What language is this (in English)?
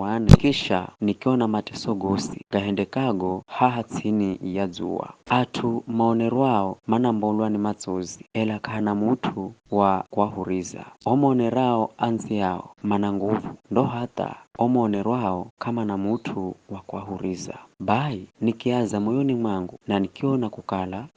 Giryama